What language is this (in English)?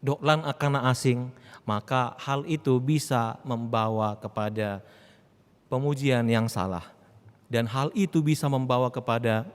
Batak Toba